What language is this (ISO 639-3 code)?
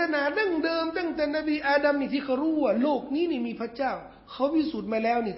tha